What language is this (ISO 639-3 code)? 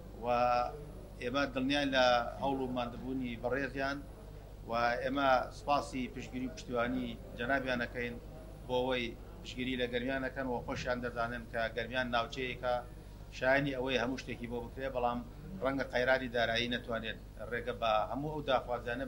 ckb